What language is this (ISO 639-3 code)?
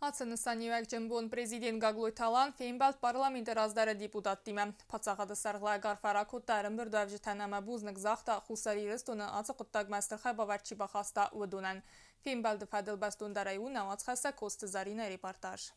oss